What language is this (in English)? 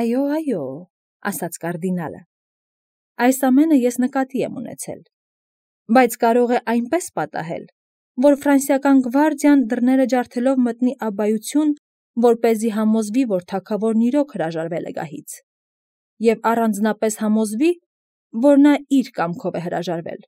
Armenian